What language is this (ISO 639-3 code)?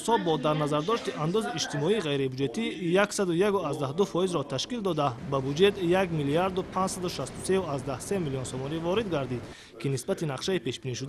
tgk